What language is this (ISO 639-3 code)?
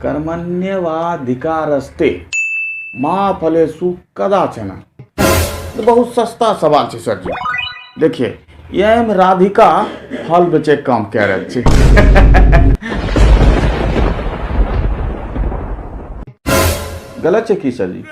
anp